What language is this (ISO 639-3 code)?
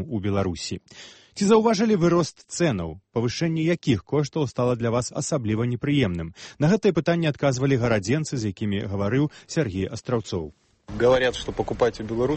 bel